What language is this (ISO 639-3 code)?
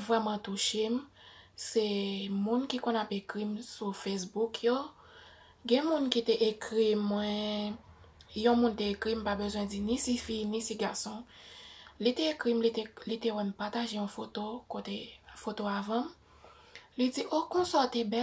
hat